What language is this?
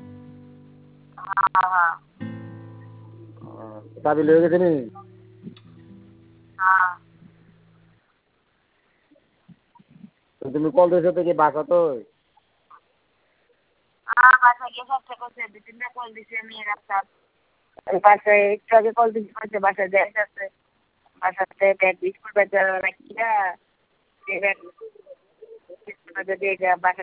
Bangla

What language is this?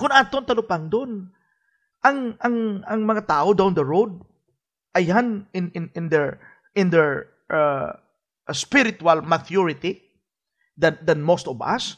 Hiligaynon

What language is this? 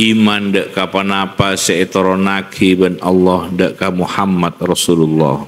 Madurese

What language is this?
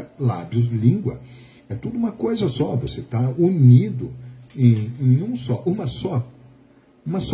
Portuguese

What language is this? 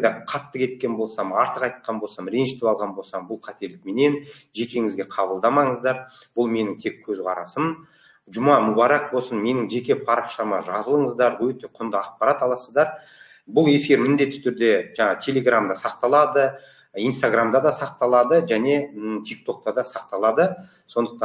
Kazakh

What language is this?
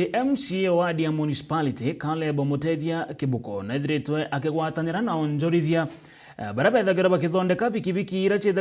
Meru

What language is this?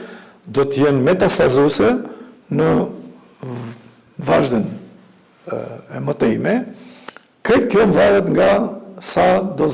Albanian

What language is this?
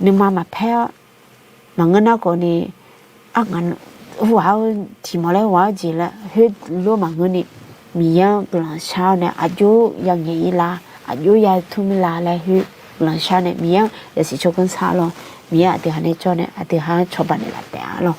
Akha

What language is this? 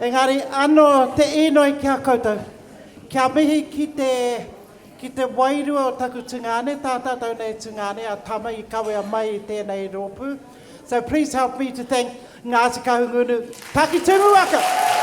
Māori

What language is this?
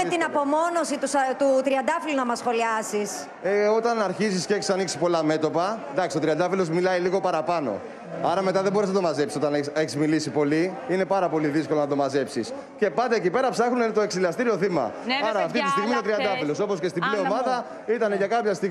Greek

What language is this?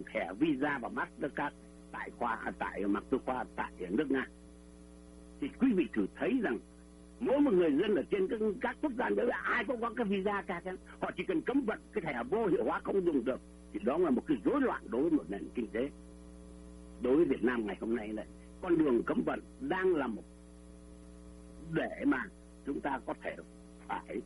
Vietnamese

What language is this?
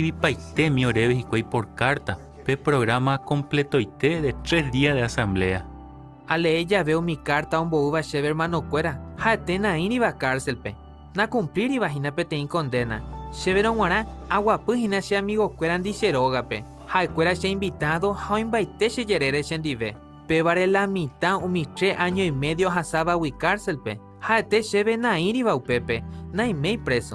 Guarani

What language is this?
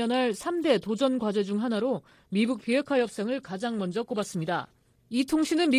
Korean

